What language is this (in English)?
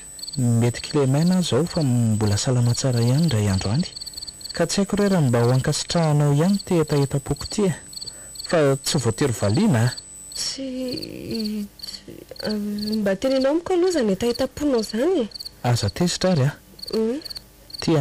Malagasy